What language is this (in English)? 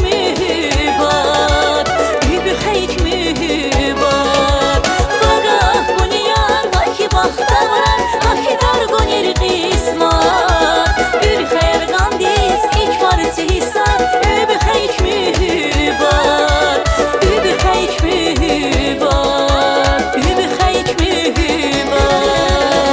Tabassaran